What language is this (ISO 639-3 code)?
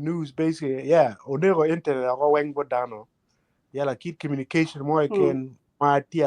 ach